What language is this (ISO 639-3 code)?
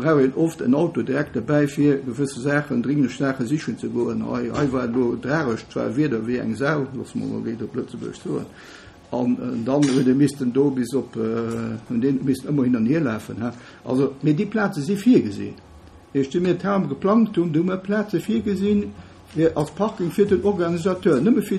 ltz